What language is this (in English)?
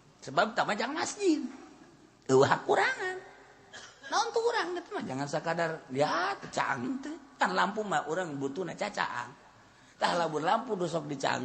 Sundanese